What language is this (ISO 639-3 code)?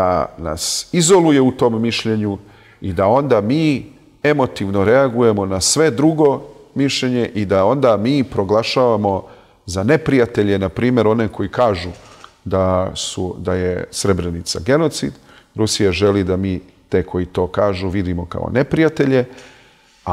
bos